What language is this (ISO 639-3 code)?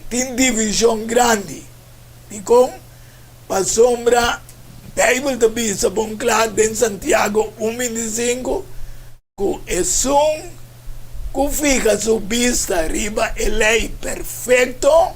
pap